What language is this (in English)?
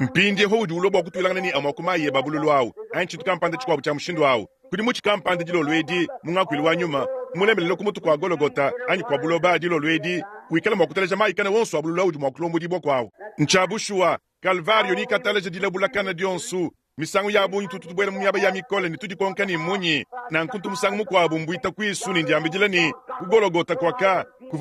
Luba-Lulua